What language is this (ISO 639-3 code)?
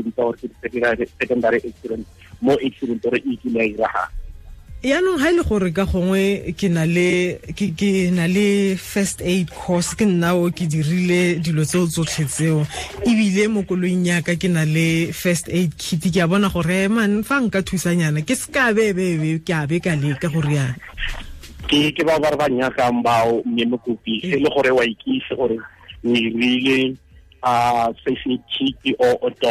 tsn